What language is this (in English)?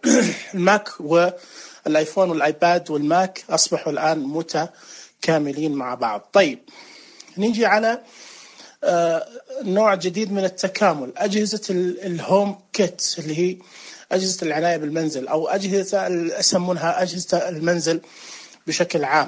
Najdi Arabic